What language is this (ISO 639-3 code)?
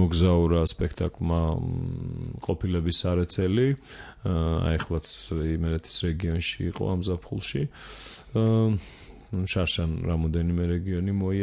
kat